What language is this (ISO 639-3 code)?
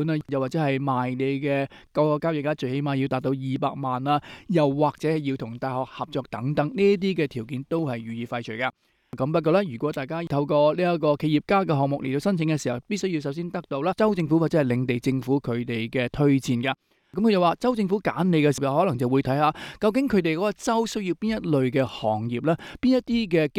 yue